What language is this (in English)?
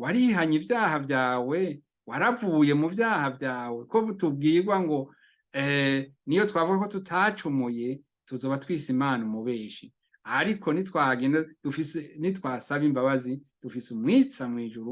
Rundi